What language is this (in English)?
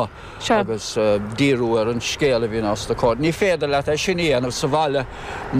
Irish